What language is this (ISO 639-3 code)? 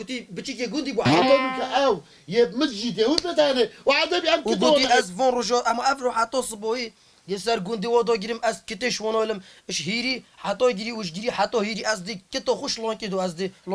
kur